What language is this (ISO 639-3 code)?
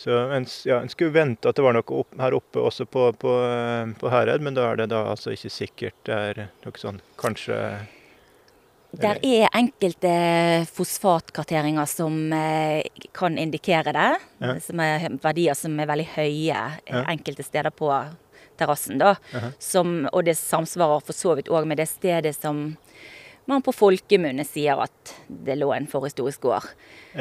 nor